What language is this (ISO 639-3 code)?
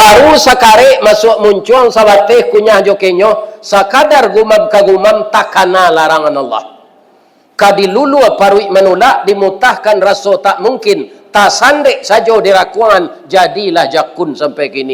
min